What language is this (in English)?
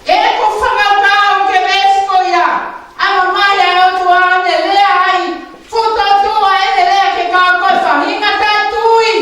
Tongan